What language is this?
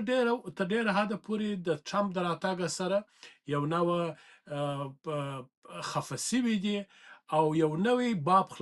Pashto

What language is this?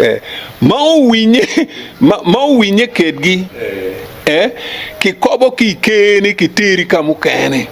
Acoli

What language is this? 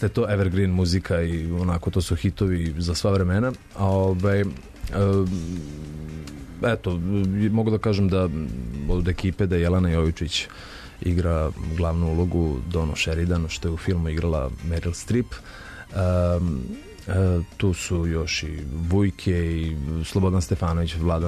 Serbian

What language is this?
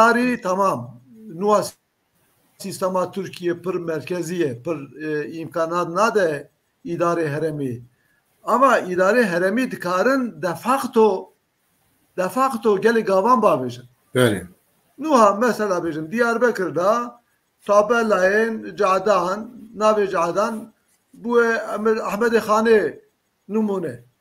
Kurdish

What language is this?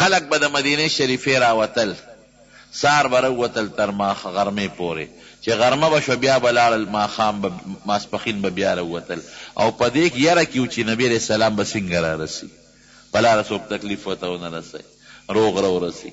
Pashto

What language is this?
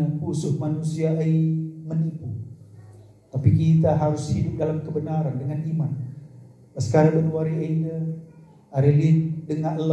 Batak Karo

